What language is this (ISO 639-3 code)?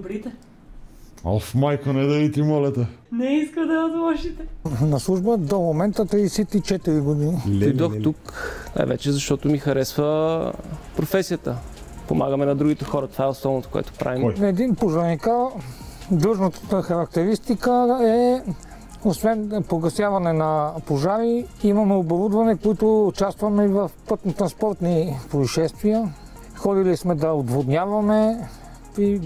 bul